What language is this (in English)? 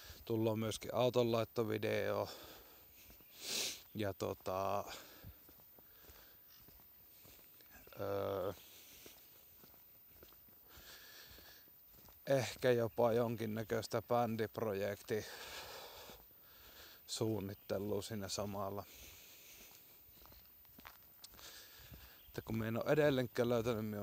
Finnish